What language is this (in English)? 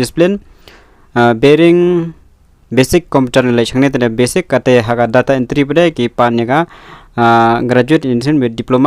Khasi